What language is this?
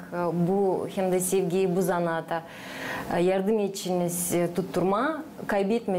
Gagauz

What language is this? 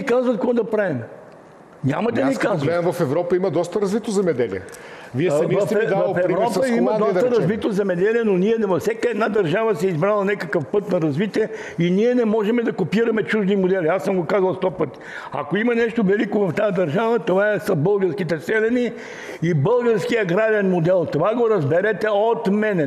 Bulgarian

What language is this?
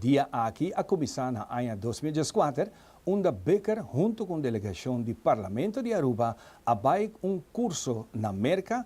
Papiamento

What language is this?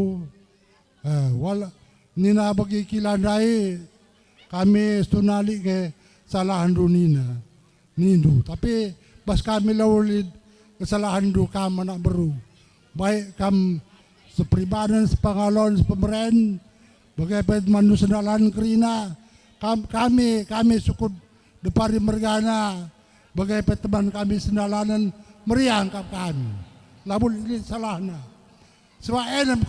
Batak Karo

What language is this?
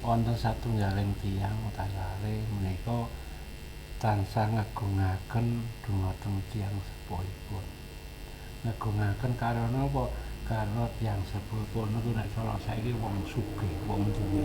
Javanese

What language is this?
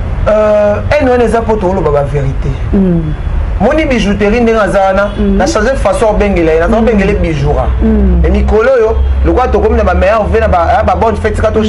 Lingala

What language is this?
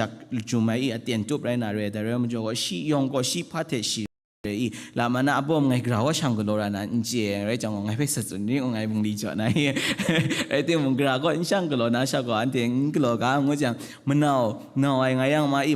Kachin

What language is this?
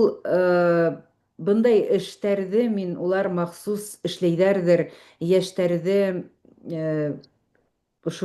Bashkir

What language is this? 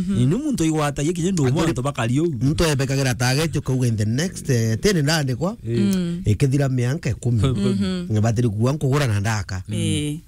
Meru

